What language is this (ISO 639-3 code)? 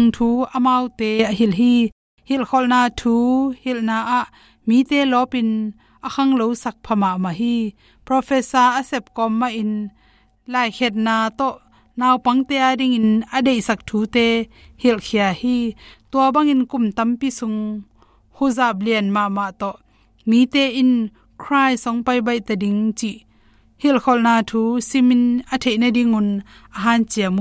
ctd